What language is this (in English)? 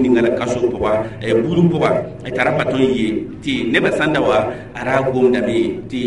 Mossi